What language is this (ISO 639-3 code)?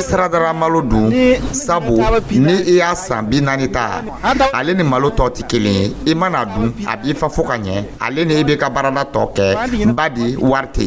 dyu